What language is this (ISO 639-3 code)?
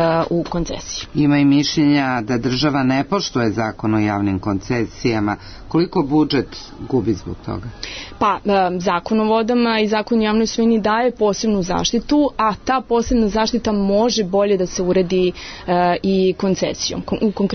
srp